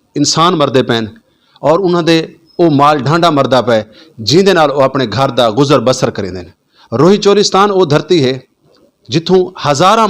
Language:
Saraiki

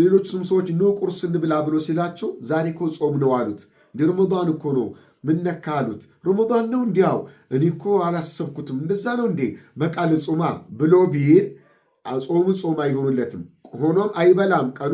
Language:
Amharic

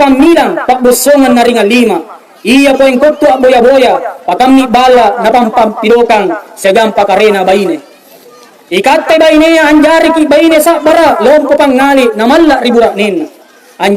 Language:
Makasar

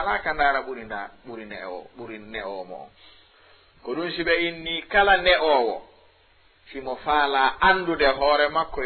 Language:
Fula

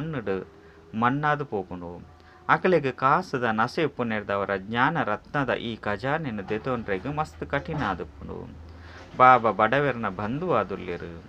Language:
Tulu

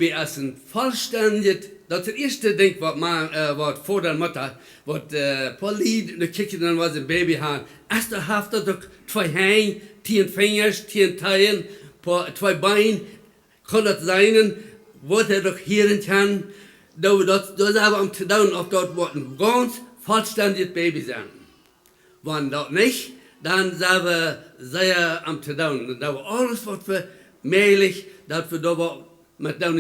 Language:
Plautdietsch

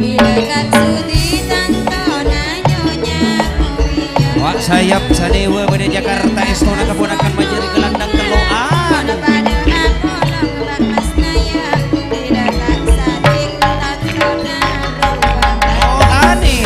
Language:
Madurese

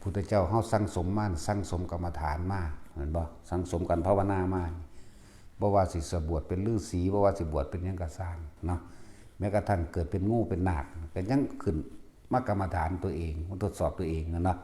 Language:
Northeastern Thai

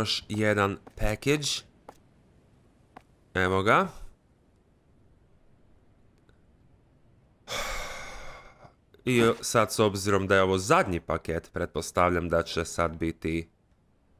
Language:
Croatian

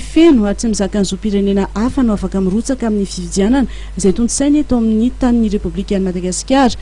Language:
Malagasy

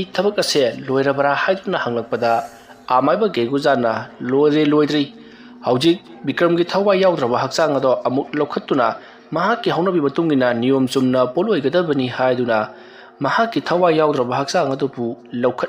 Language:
Manipuri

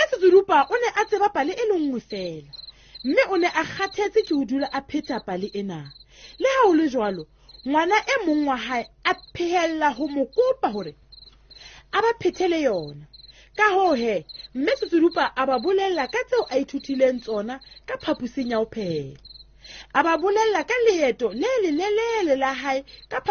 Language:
Southern Sotho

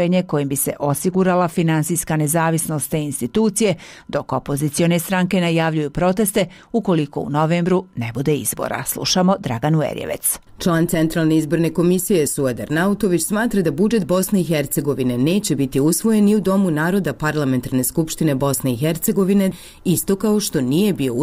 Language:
Bosnian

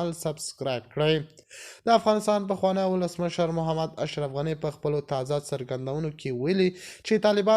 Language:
Pashto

